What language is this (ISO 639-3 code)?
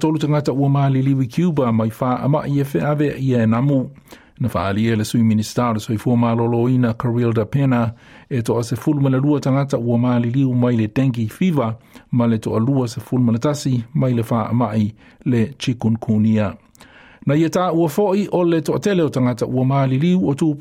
smo